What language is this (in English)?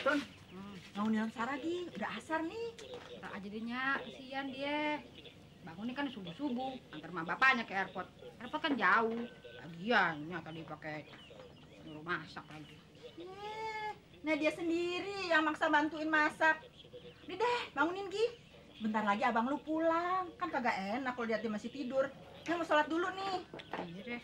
Betawi